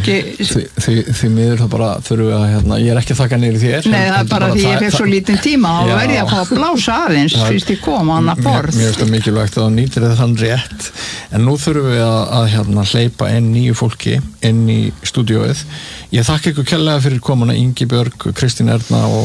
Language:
Icelandic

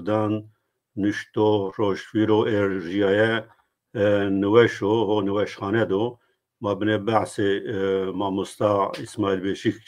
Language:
Zaza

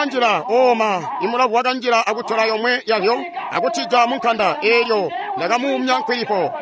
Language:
Tonga (Zambia)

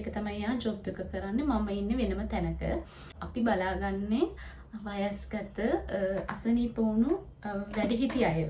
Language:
Sinhala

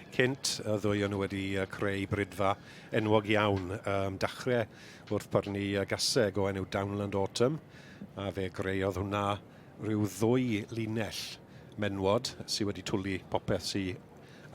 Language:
Welsh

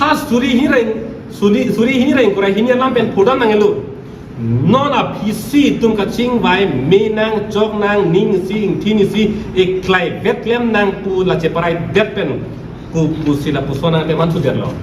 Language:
Karbi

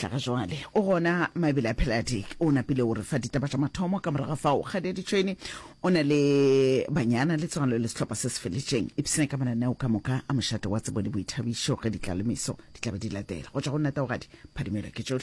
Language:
Northern Sotho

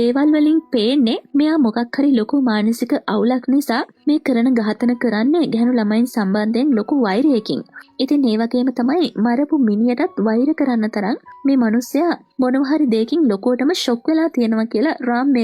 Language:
Sinhala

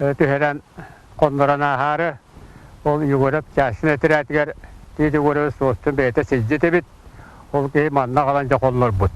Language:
Yakut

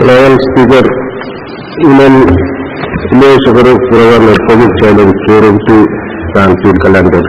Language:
Pohnpeian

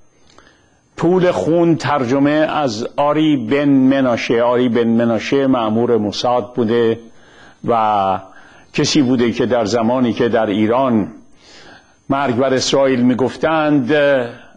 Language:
Persian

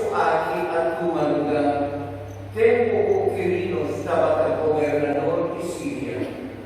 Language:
Papiamento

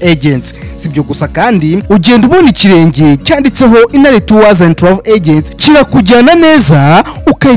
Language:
Kinyarwanda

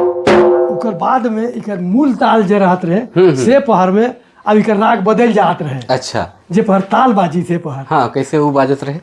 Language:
Sadri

